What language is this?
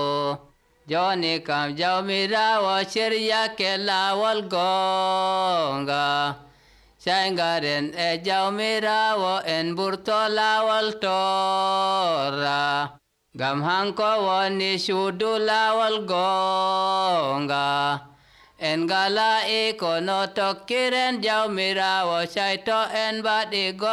Nigerian Fulfulde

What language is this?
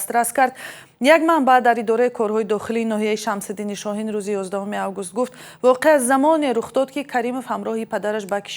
Tajik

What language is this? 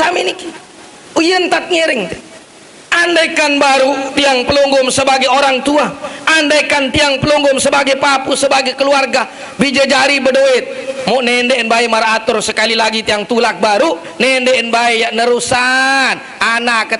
Sasak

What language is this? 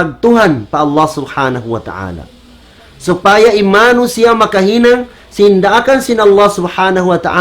Tausug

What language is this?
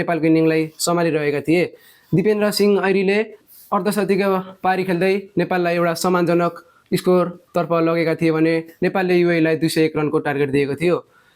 Nepali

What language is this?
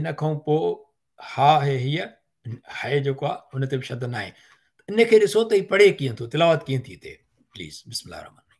Sindhi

